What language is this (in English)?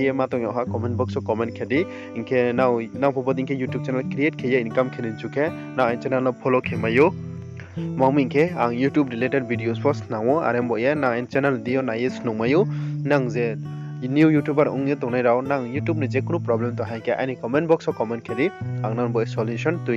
Riang (India)